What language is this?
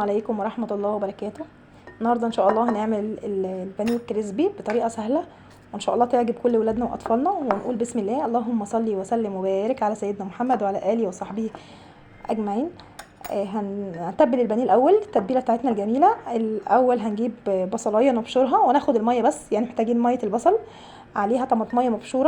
Egyptian Arabic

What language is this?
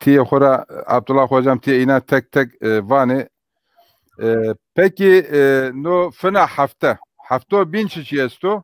Zaza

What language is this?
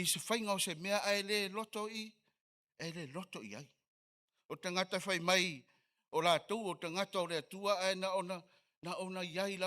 Samoan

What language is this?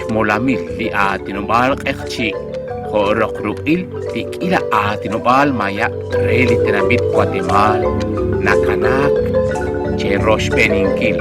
Kekchí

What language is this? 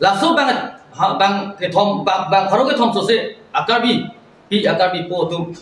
Karbi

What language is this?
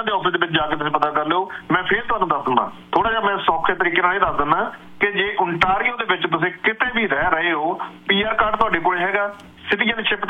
Punjabi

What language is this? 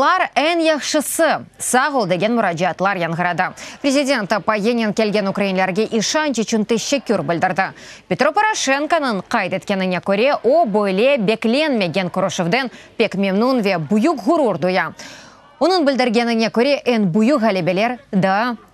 Crimean Tatar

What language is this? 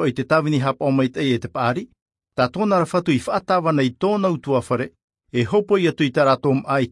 Tahitian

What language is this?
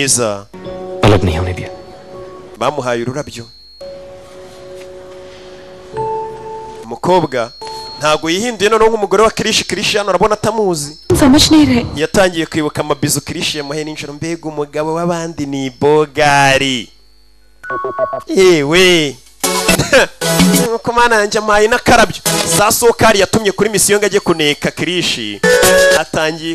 Kinyarwanda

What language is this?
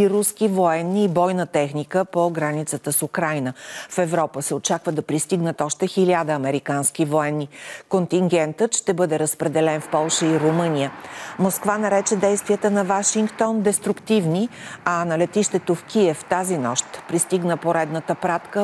Bulgarian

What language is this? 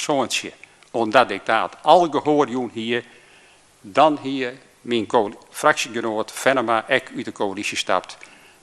Western Frisian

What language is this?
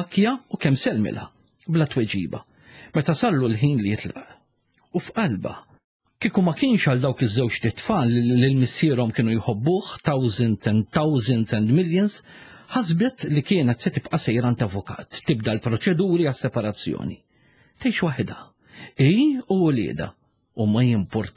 Maltese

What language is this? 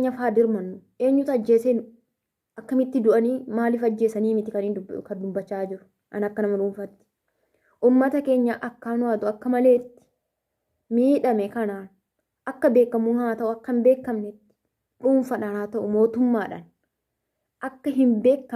Oromo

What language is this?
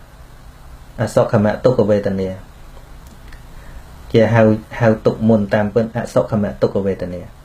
Khmer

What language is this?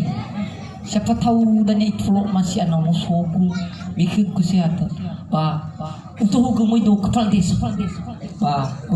Nias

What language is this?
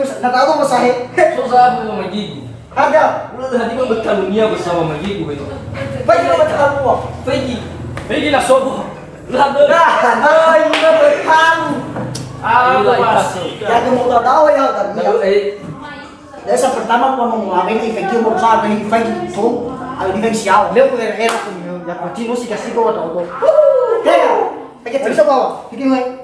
Nias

